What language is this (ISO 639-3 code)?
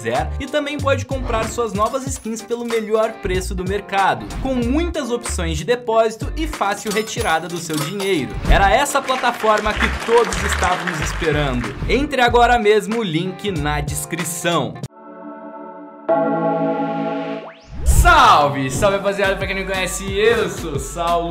por